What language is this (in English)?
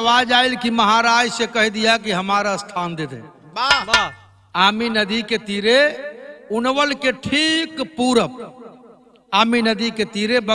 Bhojpuri